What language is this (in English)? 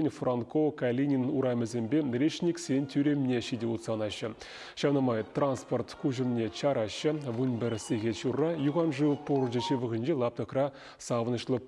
Chuvash